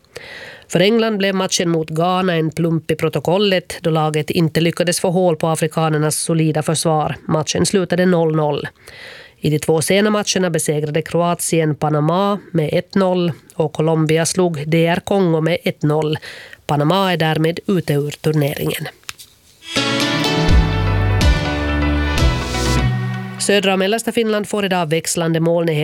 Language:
Swedish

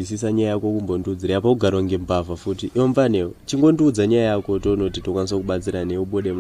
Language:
Shona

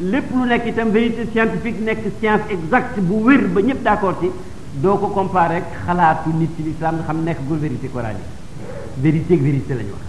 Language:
Wolof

